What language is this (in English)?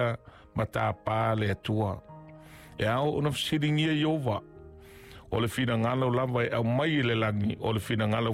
Samoan